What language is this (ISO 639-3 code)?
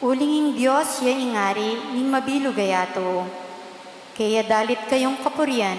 pam